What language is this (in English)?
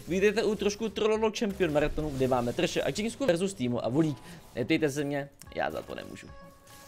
Czech